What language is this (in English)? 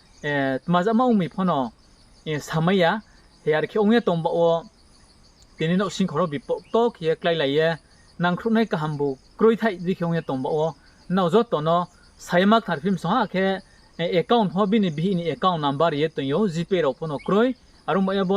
Riang (India)